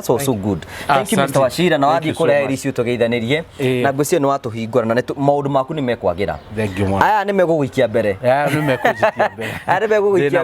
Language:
Kikuyu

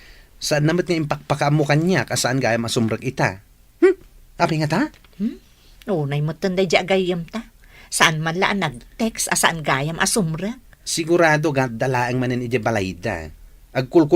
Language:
Iloko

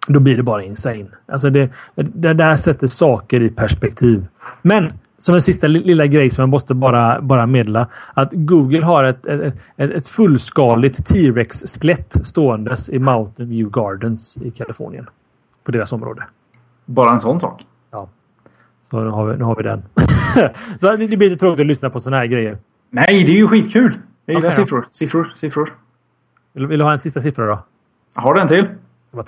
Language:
Swedish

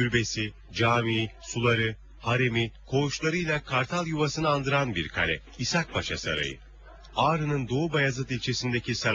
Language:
Turkish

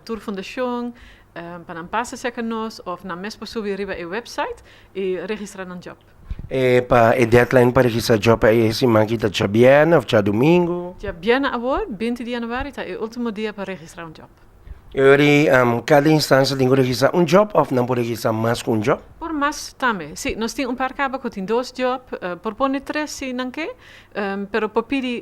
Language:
Papiamento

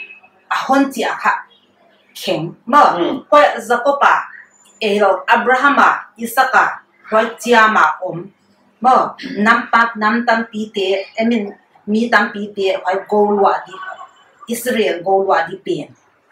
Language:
Paite Chin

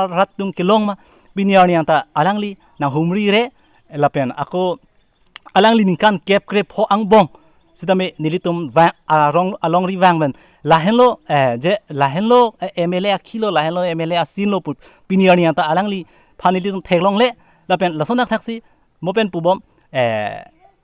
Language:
Karbi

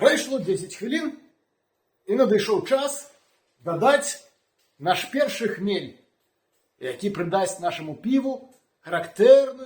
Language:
Belarusian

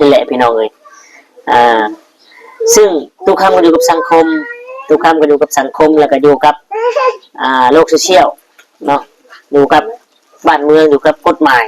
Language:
Northeastern Thai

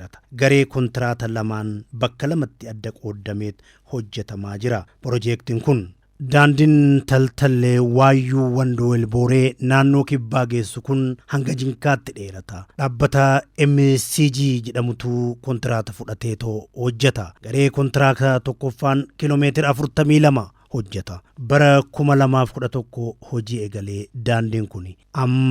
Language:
Oromo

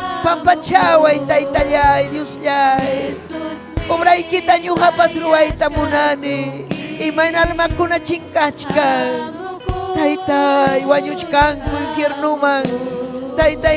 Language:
Ayacucho Quechua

